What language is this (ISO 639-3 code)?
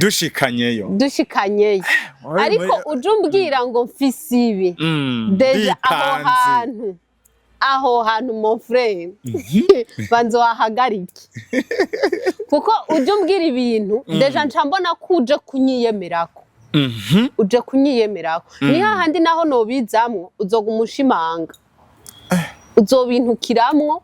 run